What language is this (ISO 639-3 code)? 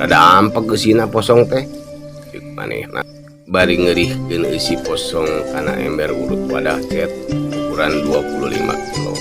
sun